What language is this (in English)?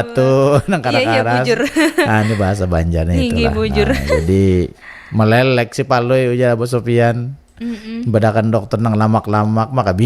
Banjar